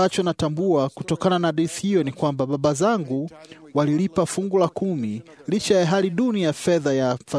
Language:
Swahili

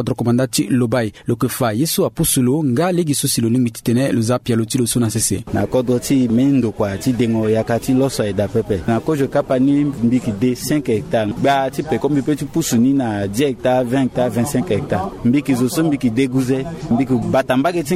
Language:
Sango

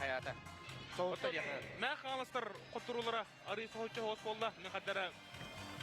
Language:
Yakut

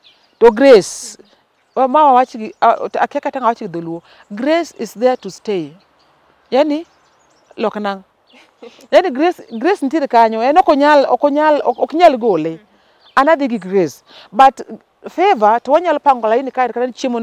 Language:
Luo (Kenya and Tanzania)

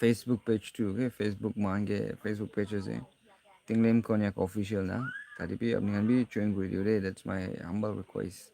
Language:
Naga Pidgin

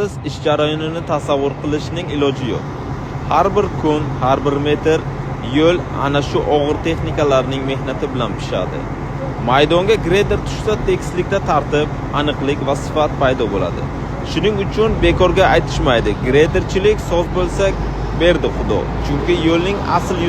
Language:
Uzbek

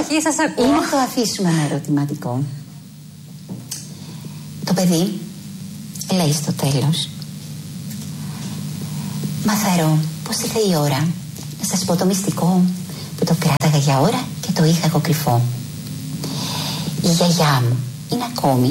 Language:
Greek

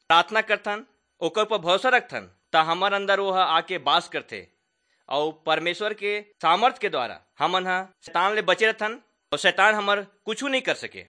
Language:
Chhattisgarhi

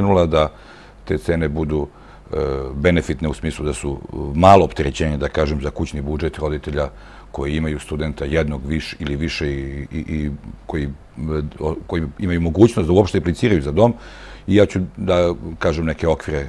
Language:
Serbian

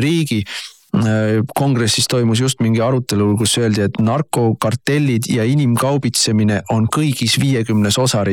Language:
Estonian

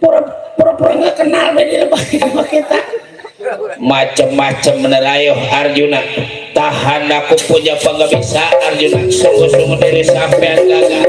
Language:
Betawi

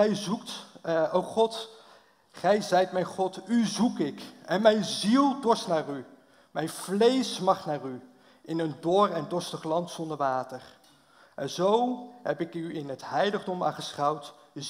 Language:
Dutch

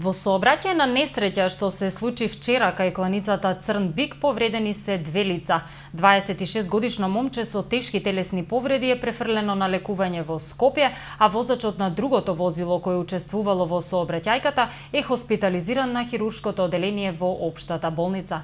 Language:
Macedonian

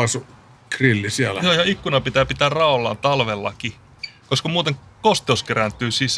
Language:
Finnish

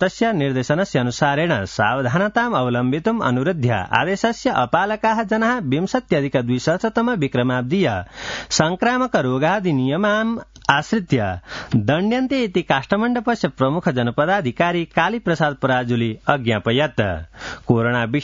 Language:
Sanskrit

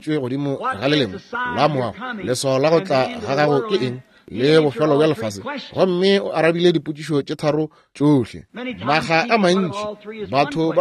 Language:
Northern Sotho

